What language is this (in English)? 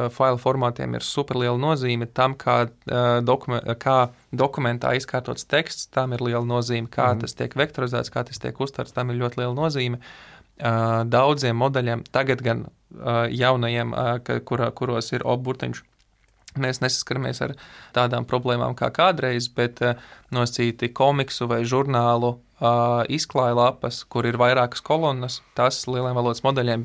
Latvian